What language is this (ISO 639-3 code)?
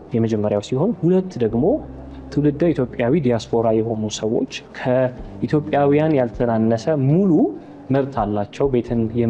amh